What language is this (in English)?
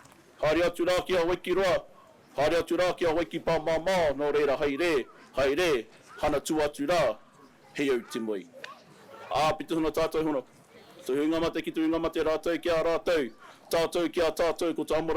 Māori